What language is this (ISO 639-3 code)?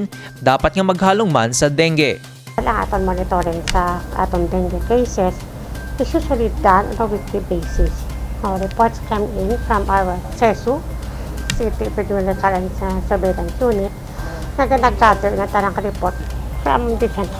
hil